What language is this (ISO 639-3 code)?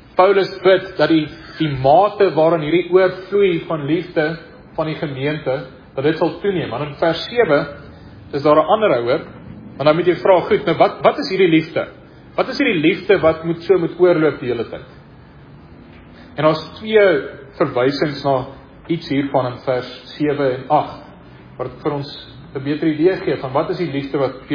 afr